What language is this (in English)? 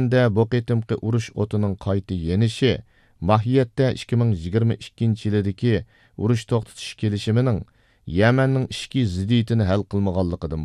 Uyghur